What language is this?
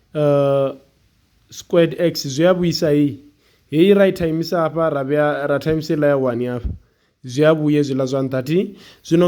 Venda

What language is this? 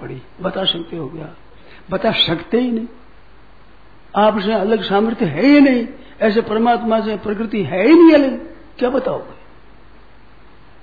Hindi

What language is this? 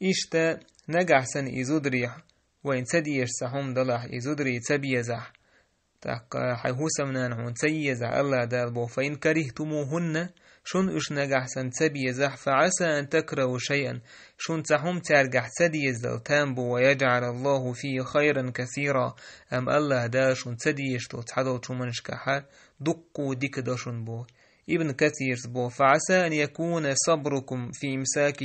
Chechen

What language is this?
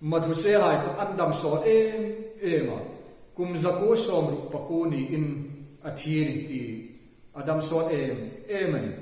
Hmar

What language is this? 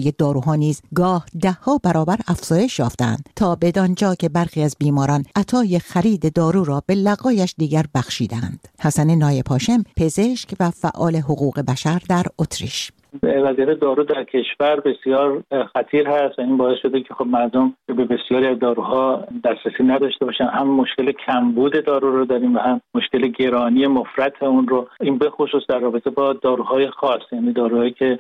Persian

